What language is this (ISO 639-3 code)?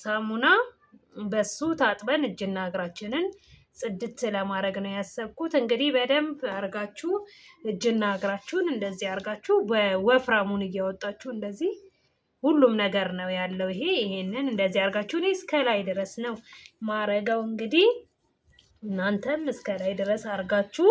amh